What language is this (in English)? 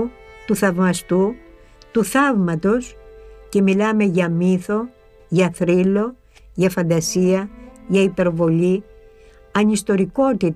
Greek